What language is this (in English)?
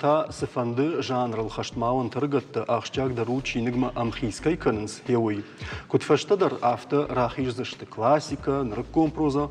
Ossetic